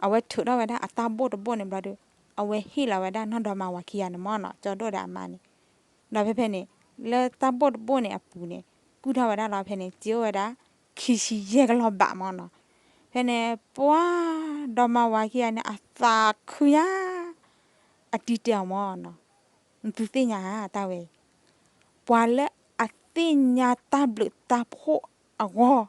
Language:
S'gaw Karen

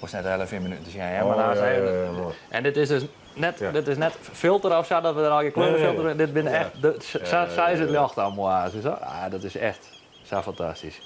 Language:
Western Frisian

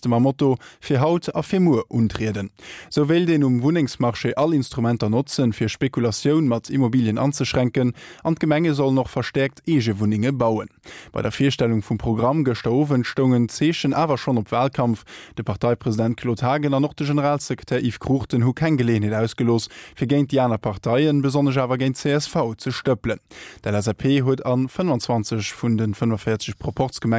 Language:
Luxembourgish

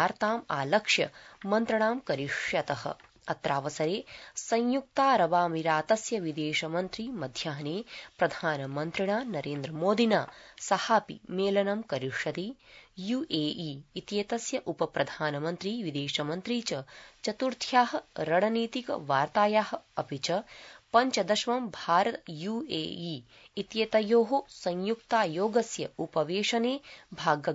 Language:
Sanskrit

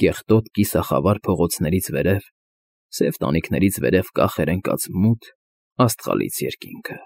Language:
Armenian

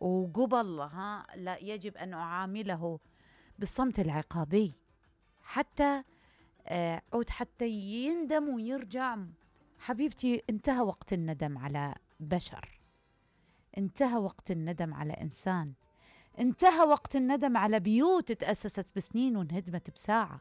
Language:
Mesopotamian Arabic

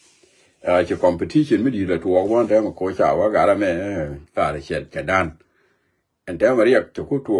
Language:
Nuer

